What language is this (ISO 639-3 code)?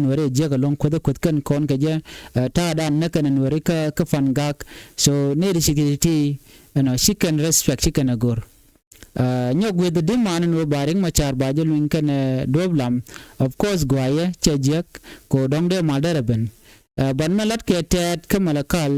nus